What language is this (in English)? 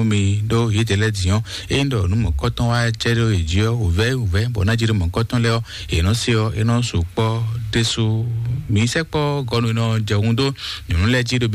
Fon